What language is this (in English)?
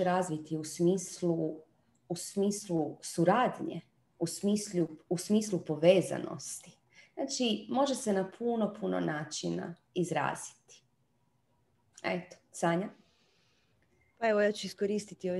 Croatian